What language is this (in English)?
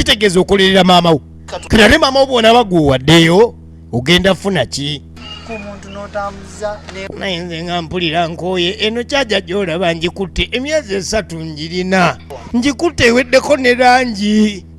Ganda